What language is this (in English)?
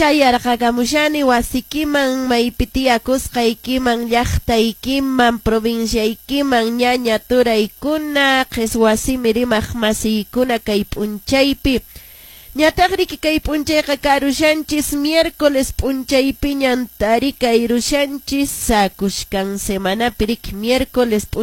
Quechua